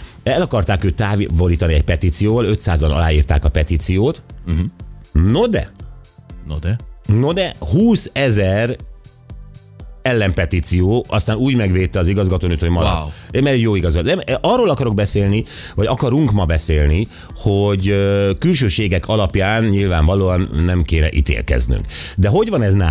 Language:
Hungarian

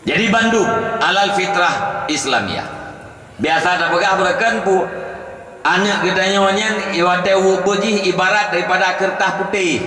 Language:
Achinese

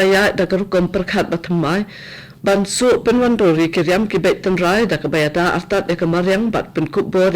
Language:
Khasi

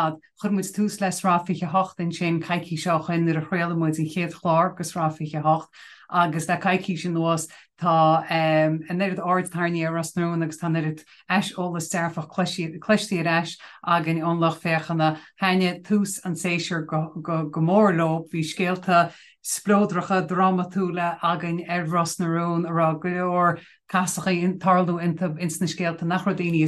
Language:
Irish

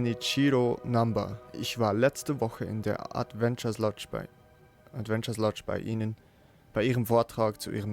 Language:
Swiss German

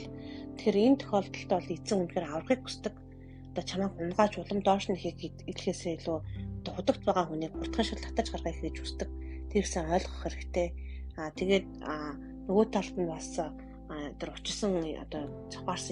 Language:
Mongolian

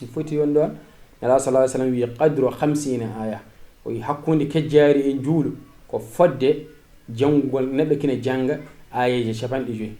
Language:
Fula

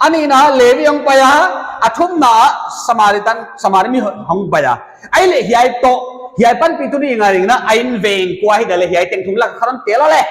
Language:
Paite Chin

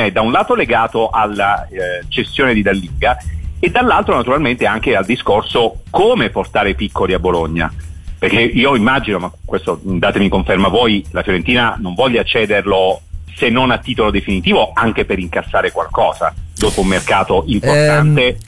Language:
Italian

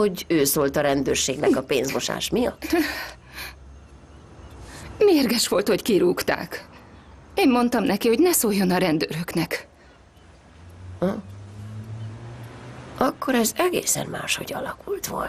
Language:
Hungarian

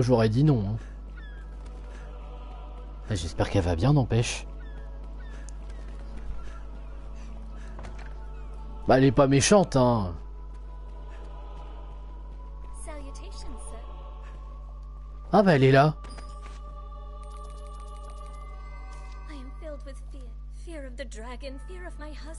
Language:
French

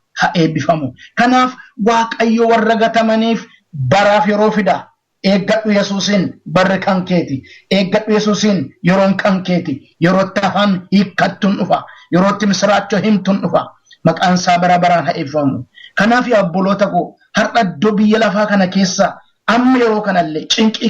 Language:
Oromo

